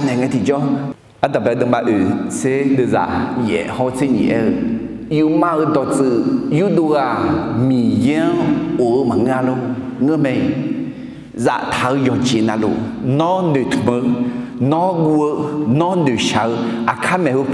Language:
Akha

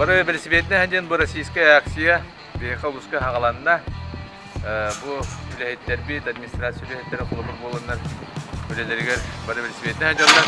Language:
Yakut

